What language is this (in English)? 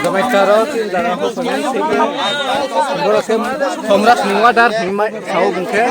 Riang (India)